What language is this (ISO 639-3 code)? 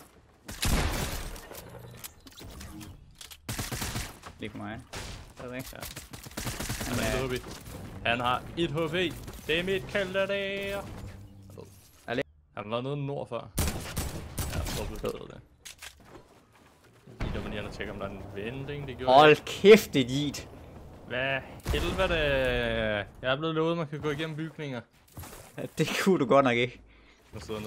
dan